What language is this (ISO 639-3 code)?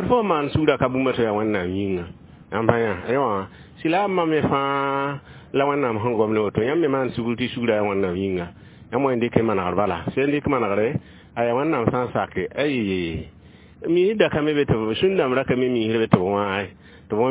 mos